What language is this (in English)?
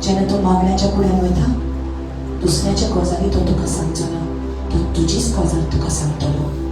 Konkani